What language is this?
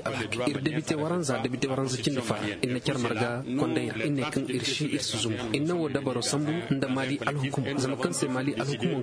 Zarma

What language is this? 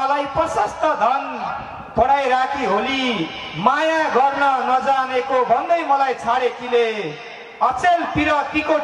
Nepali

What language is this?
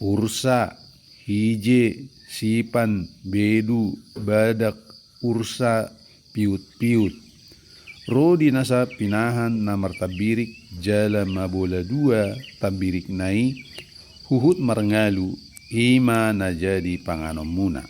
Batak Toba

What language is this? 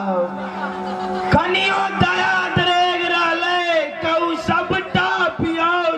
Maithili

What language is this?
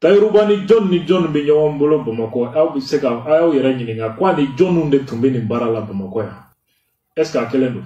Bambara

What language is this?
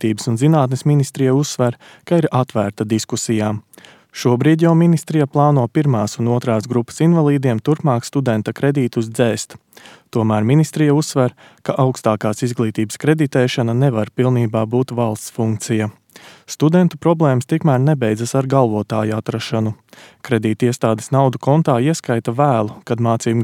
Latvian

